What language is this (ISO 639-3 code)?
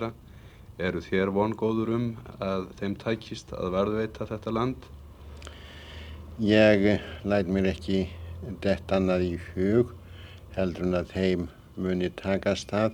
isl